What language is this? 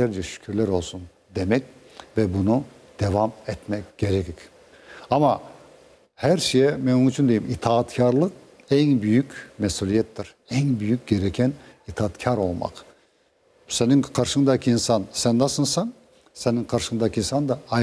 Crimean Tatar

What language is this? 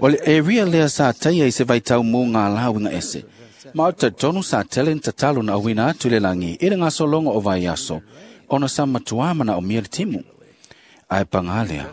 Samoan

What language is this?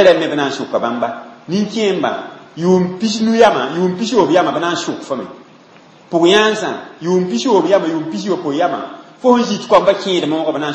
Mossi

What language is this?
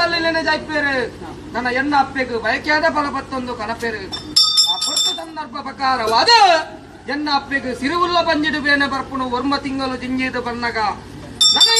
Tulu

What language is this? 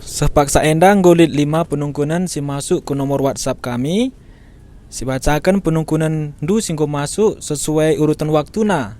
Batak Karo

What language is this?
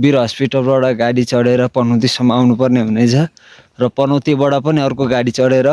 Nepali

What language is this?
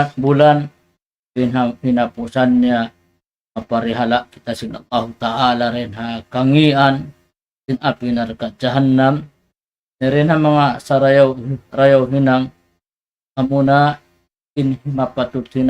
Tausug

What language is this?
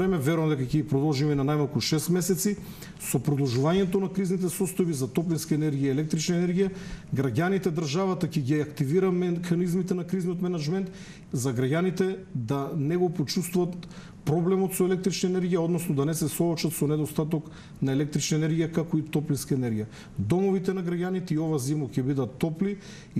Macedonian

